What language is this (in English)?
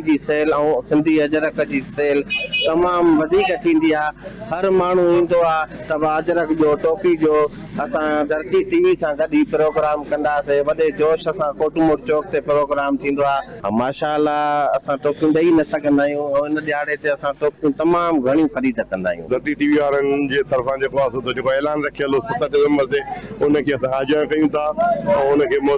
Sindhi